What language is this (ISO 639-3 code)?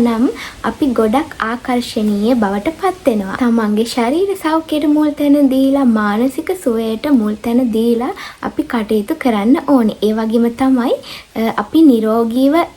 sin